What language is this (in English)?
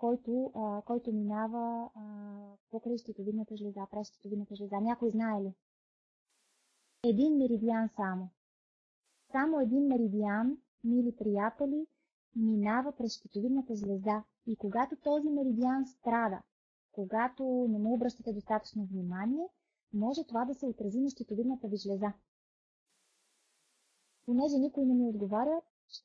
Bulgarian